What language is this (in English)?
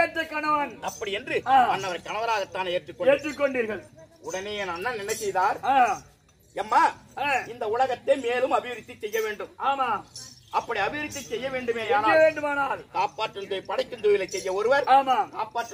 Tamil